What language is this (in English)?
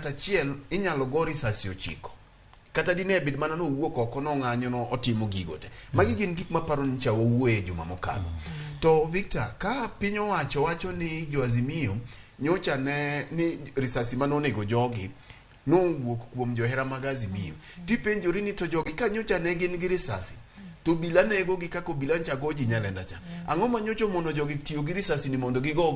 Luo (Kenya and Tanzania)